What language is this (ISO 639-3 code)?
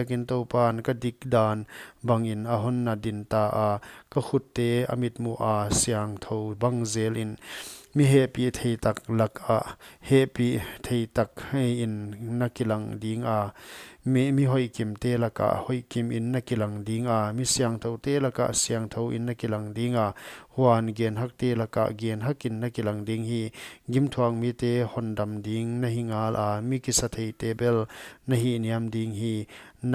pck